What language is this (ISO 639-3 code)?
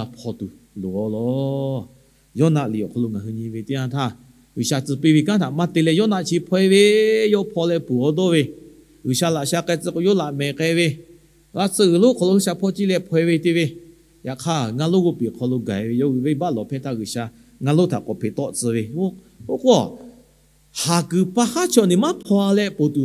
lhu